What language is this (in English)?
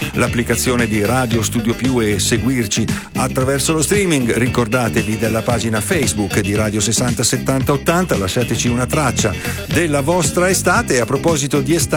Italian